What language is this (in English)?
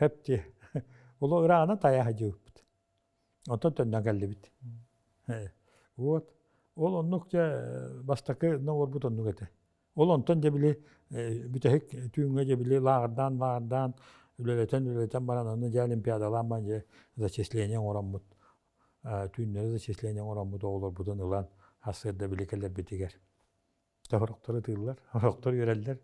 Yakut